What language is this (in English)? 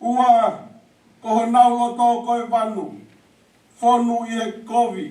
Tongan